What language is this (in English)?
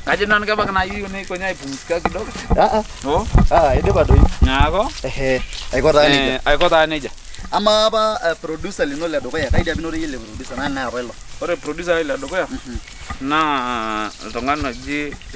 Masai